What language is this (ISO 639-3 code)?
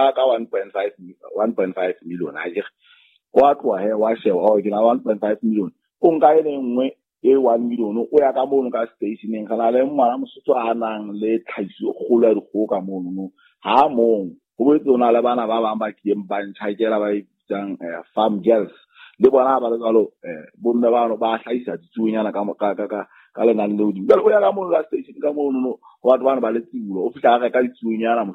sot